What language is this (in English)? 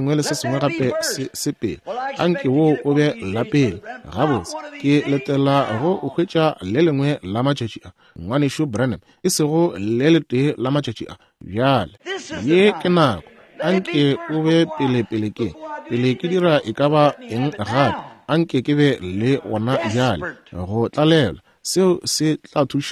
Northern Sotho